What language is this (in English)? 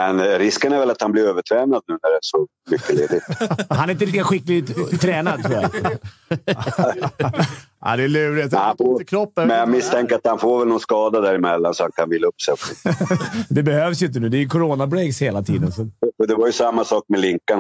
Swedish